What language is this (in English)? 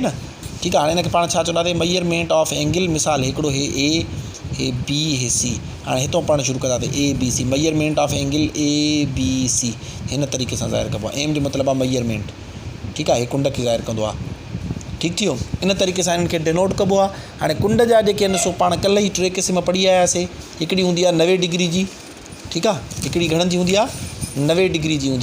Sindhi